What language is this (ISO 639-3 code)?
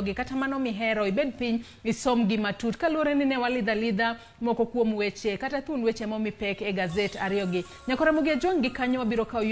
luo